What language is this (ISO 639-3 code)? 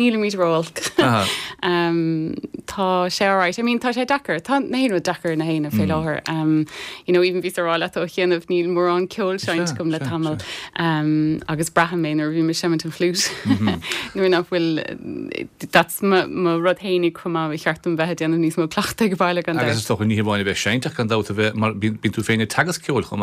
gle